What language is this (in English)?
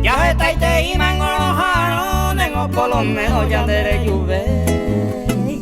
Guarani